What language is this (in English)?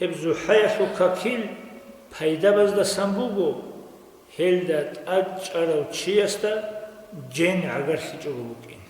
Avaric